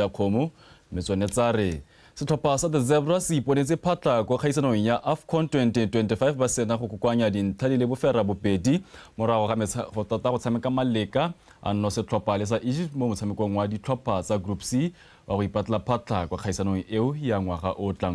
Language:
Tswana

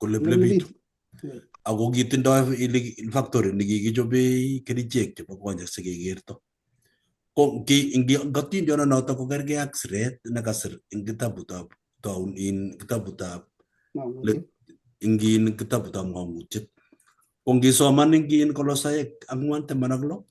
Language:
Kalenjin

